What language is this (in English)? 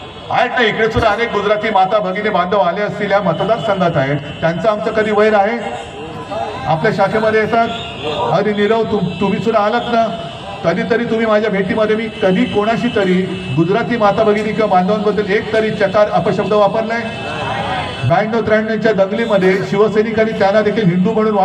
Marathi